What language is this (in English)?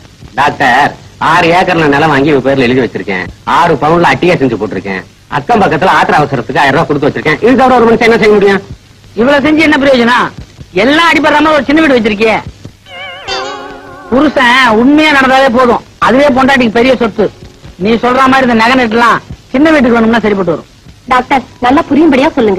Tamil